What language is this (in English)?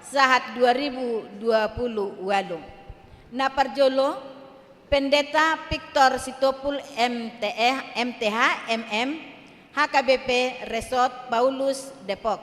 Batak Toba